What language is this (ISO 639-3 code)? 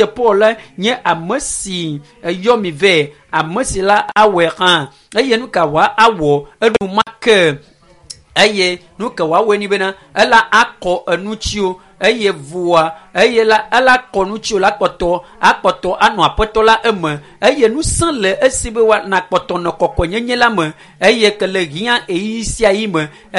ewe